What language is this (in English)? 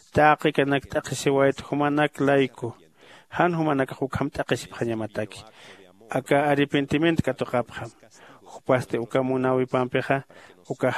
Aymara